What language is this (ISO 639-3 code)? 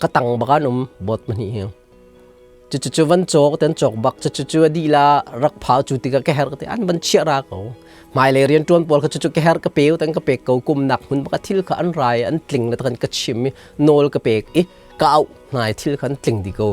cnh